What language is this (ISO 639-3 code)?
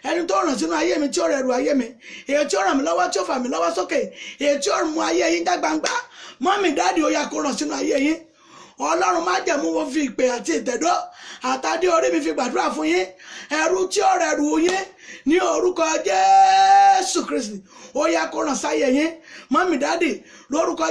yor